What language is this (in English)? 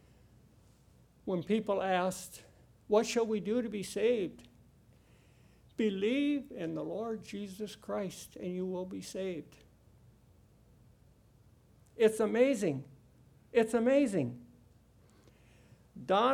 English